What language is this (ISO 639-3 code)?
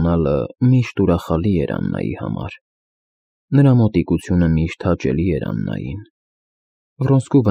hye